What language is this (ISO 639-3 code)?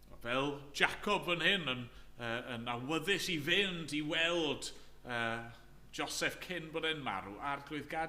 cym